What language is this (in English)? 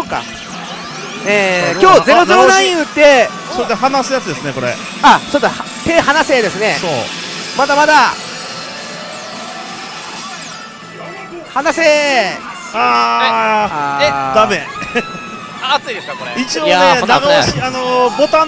Japanese